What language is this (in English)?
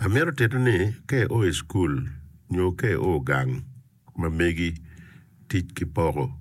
Acoli